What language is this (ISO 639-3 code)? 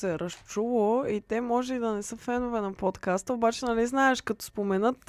bul